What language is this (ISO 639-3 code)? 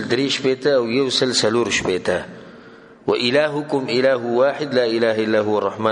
pus